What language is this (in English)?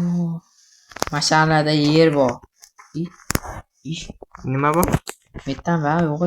Uzbek